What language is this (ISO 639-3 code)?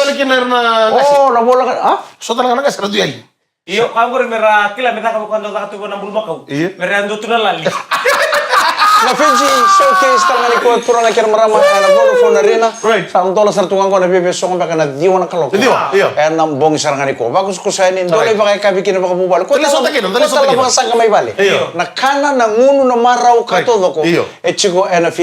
fij